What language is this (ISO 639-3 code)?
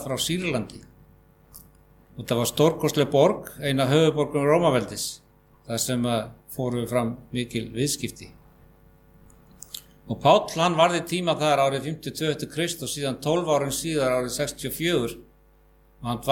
isl